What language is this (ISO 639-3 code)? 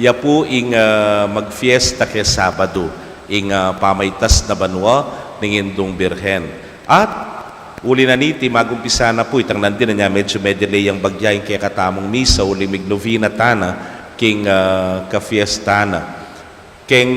pam